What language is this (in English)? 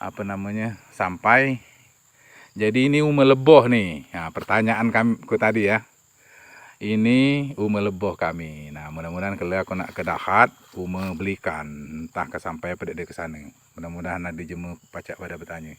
Musi